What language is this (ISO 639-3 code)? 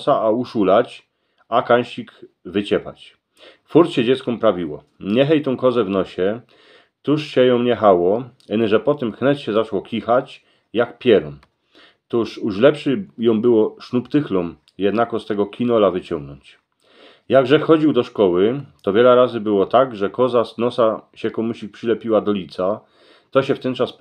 szl